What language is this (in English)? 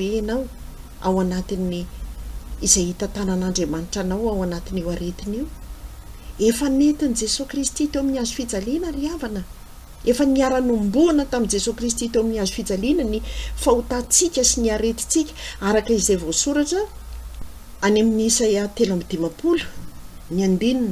Malagasy